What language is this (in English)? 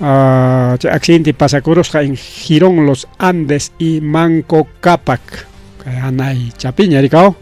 Ayacucho Quechua